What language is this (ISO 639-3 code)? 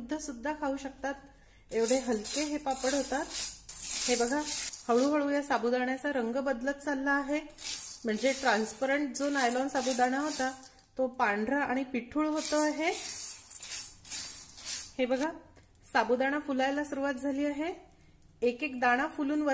mar